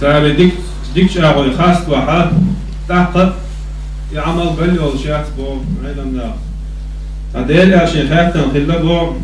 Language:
Chechen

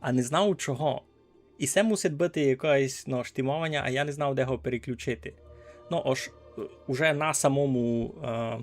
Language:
Rusyn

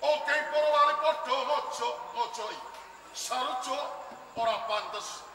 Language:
Javanese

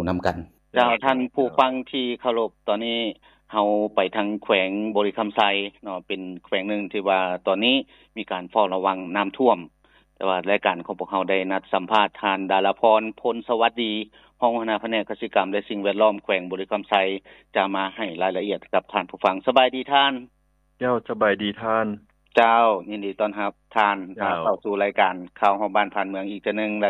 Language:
Lao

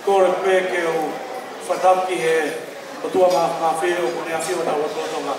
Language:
Tongan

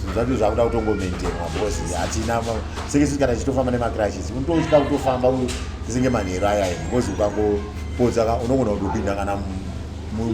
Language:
Shona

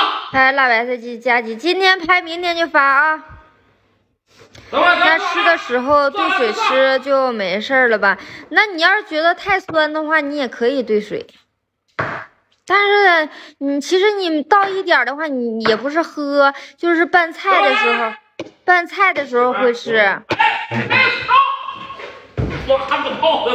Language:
Chinese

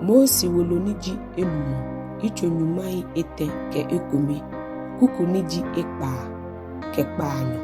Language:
Ga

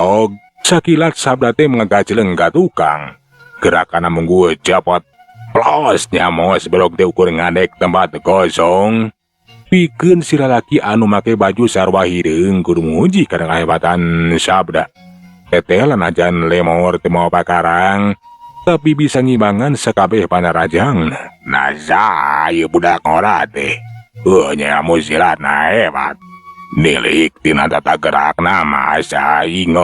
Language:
Sundanese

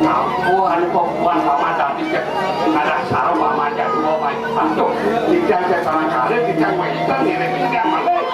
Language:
Balinese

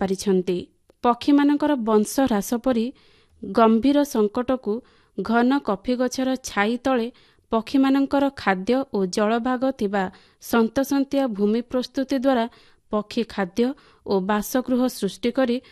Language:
Odia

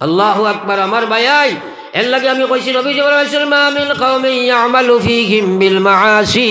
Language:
Sylheti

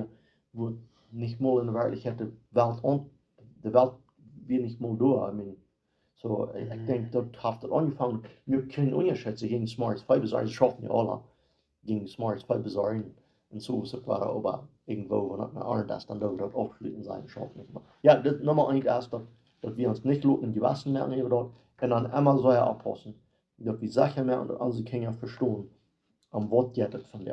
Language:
Plautdietsch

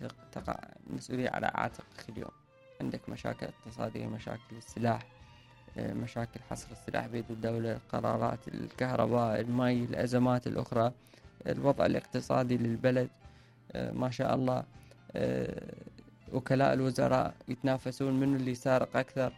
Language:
Mesopotamian Arabic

